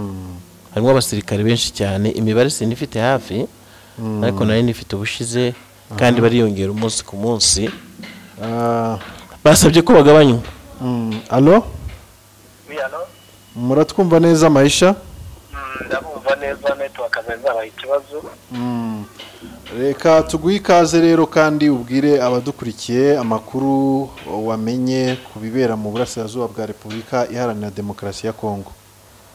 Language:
Kinyarwanda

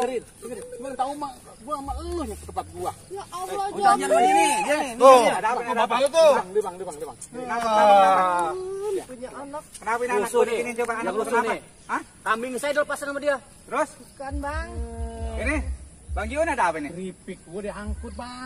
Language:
Betawi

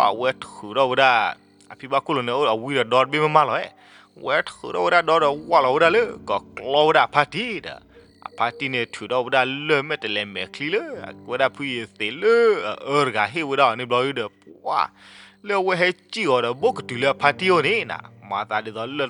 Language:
S'gaw Karen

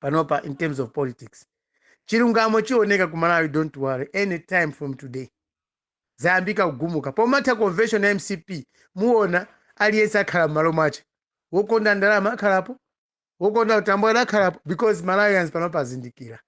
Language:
Nyanja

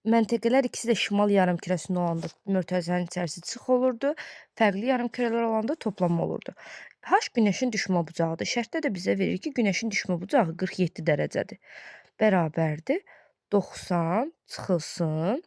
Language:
Azerbaijani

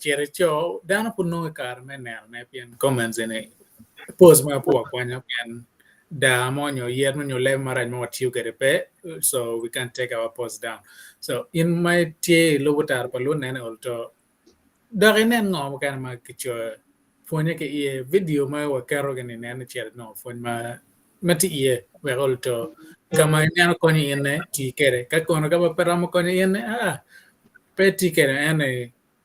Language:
Acoli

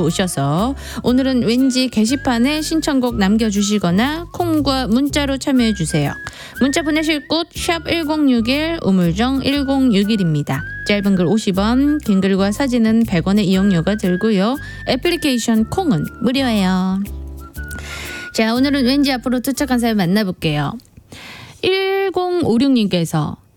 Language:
Korean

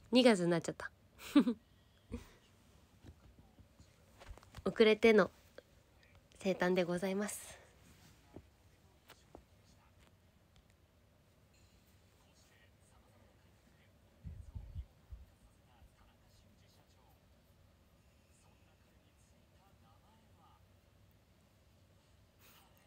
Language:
Japanese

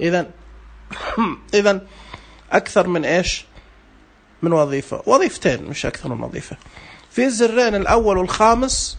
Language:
Najdi Arabic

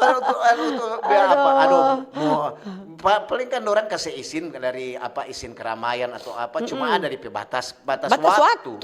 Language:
Manado Malay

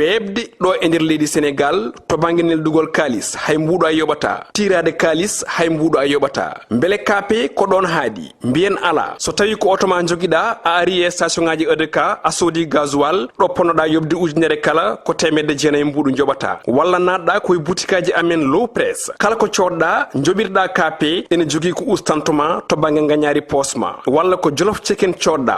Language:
Fula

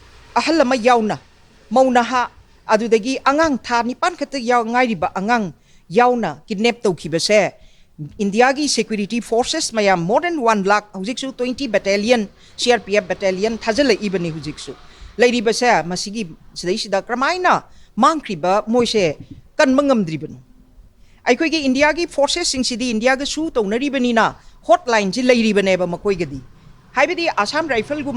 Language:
Manipuri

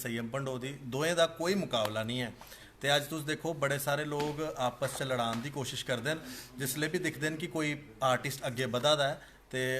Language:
Dogri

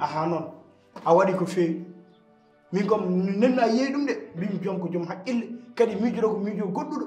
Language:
Fula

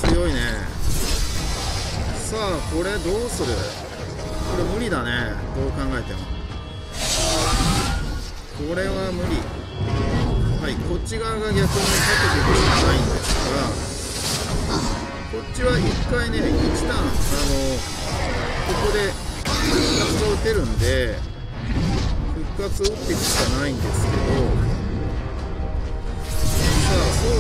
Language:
Japanese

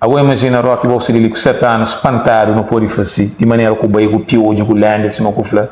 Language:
Kabuverdianu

